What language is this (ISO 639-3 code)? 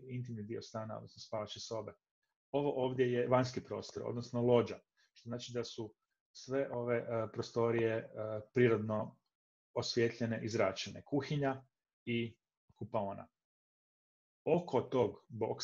hrv